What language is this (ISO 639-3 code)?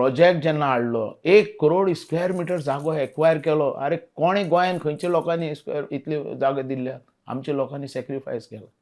kok